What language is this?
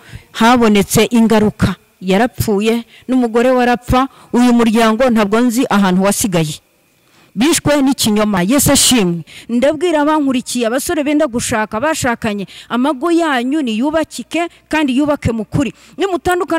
Kinyarwanda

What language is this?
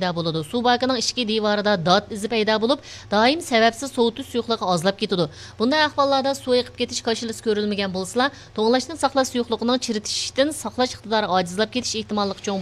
Uyghur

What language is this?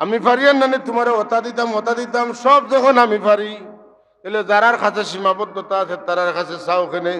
Sylheti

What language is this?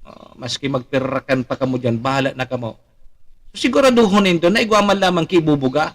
Bikol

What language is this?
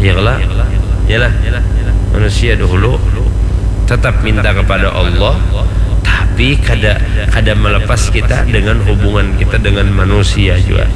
Banjar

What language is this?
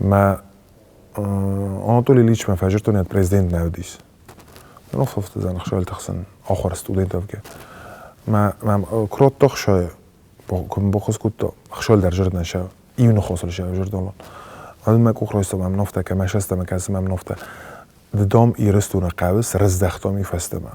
Ossetic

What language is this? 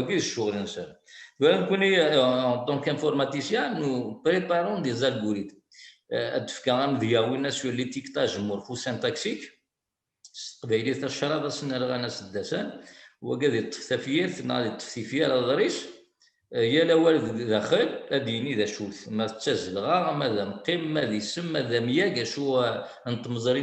Kabyle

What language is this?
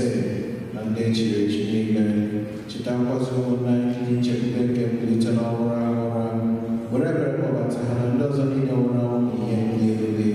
Igbo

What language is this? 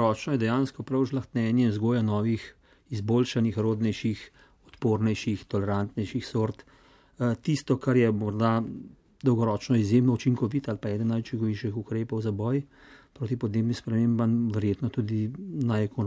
Slovenian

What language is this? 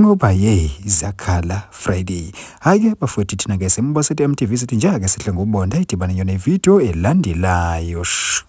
Zulu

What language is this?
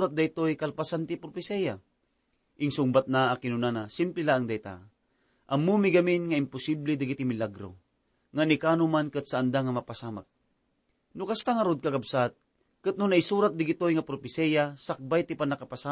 Iloko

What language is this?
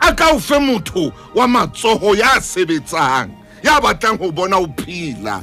Southern Sotho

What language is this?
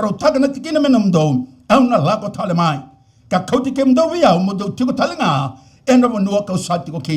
Fijian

